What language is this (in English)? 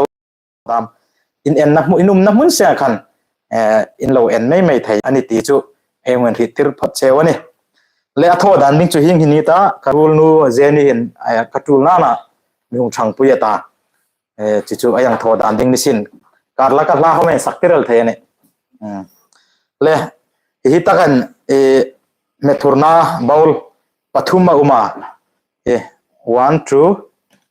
Hmar